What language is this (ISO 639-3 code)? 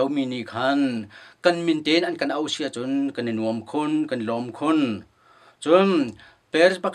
cnh